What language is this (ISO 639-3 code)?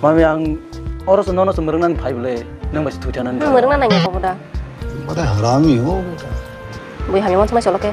trp